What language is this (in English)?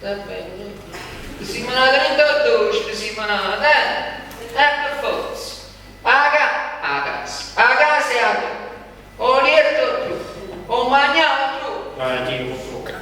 Neapolitan